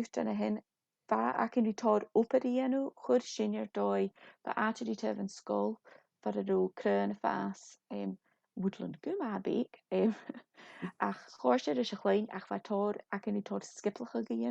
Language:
Scottish Gaelic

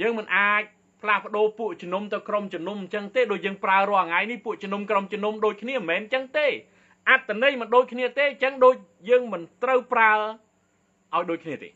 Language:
Khmer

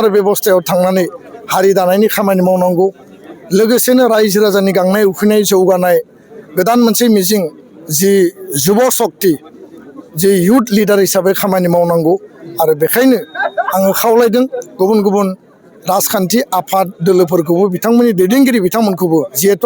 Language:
Bodo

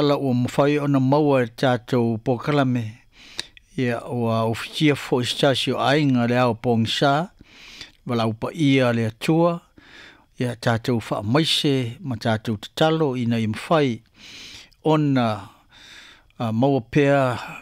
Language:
Samoan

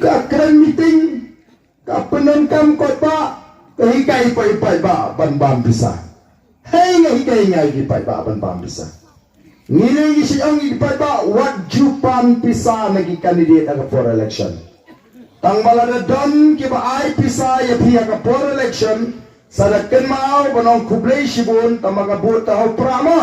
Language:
Khasi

